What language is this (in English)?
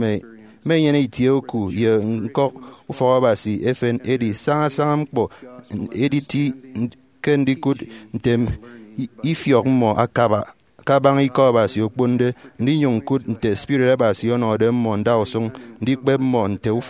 Efik